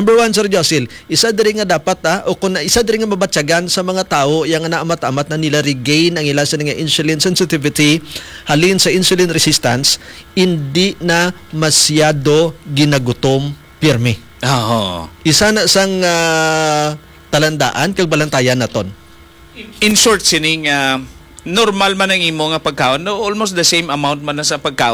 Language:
Hiligaynon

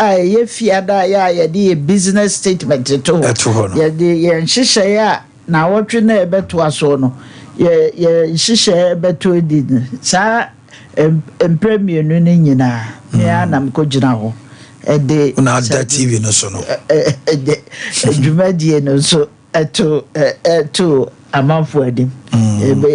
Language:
Akan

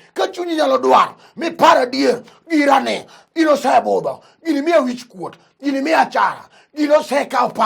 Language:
Luo (Kenya and Tanzania)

